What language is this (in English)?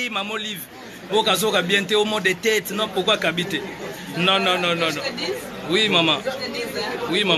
Lingala